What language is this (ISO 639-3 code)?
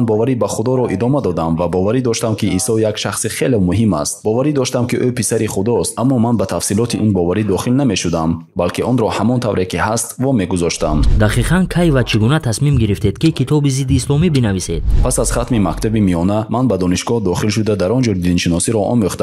tgk